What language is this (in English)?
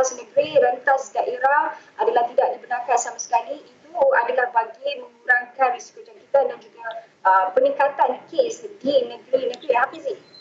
Malay